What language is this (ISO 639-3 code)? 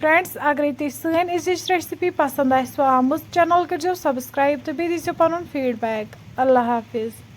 kas